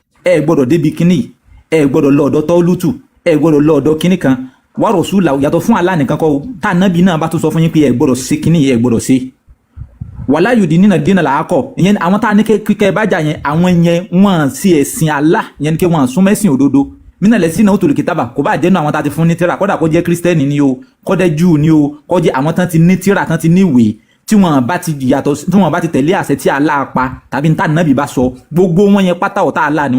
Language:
Yoruba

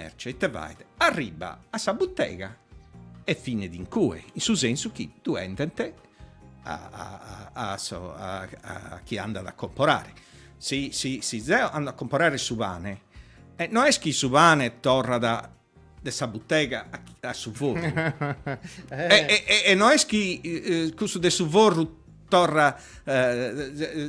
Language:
Sardinian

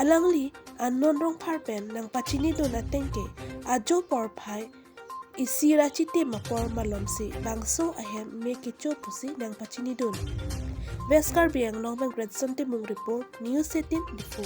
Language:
Karbi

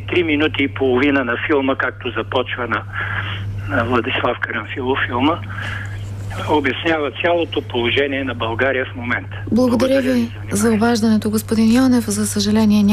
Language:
Bulgarian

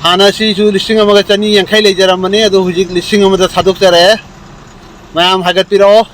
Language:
Manipuri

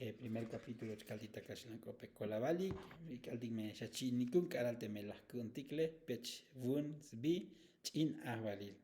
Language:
Tzotzil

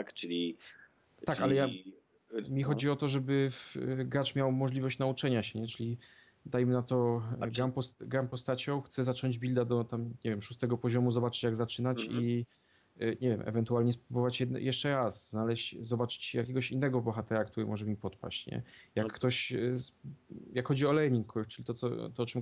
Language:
Polish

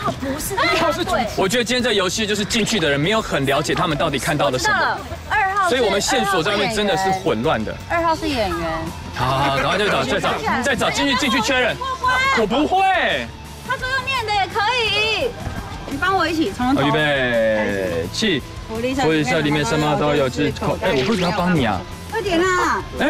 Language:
Chinese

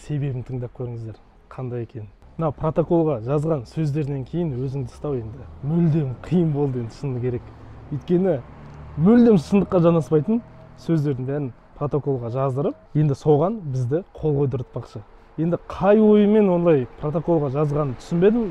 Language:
Kazakh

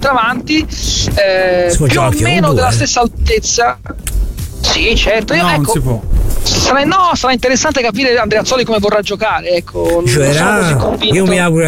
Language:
Italian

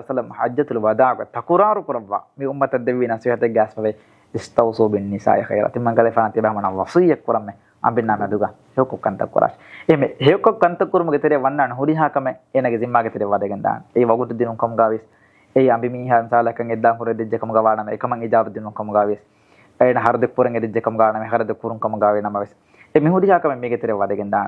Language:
Divehi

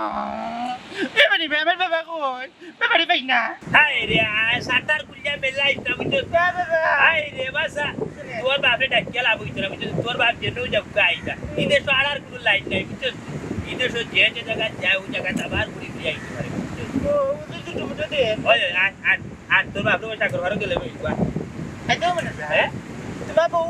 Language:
Sylheti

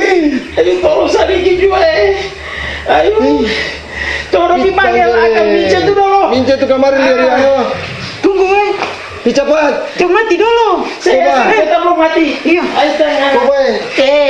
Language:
Ambonese Malay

